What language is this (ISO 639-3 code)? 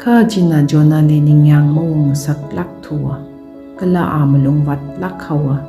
nmf